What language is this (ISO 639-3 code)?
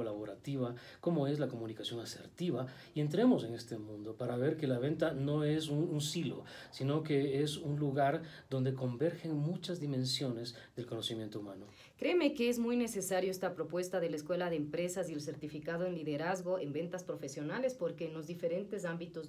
spa